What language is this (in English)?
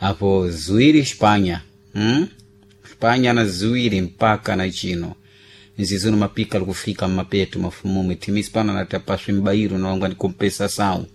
Sena